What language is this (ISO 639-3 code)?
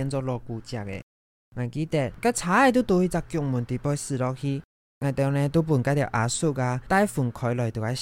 hak